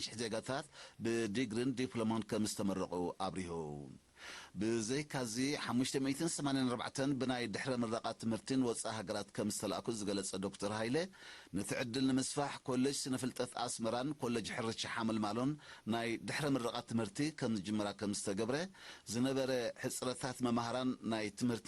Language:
Tigrinya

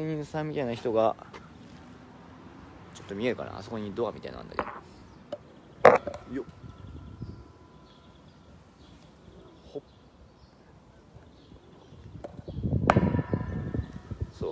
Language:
Japanese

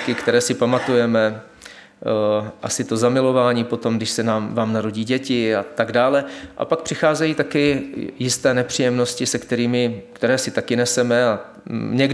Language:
Czech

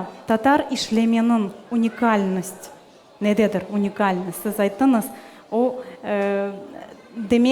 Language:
Crimean Tatar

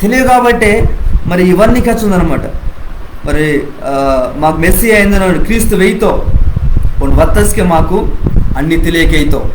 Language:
Koya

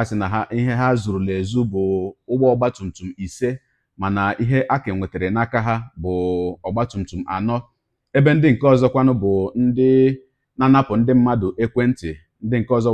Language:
Igbo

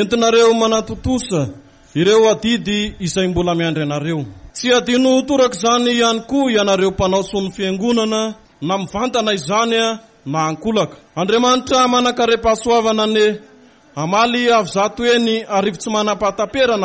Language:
Malagasy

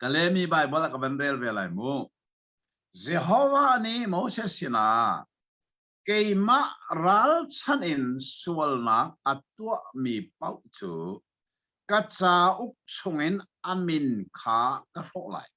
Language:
Hakha Chin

